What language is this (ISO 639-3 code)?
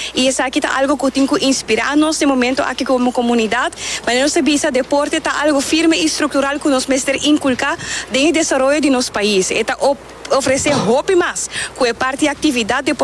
pap